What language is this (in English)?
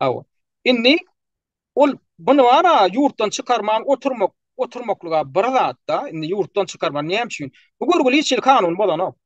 Turkmen